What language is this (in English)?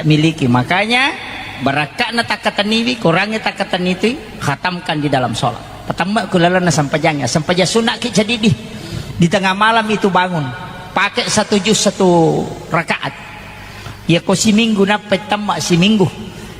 Buginese